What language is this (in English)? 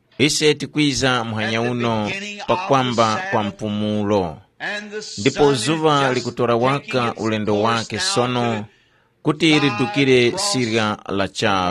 Tumbuka